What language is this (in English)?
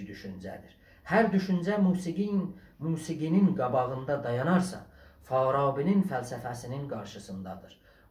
South Azerbaijani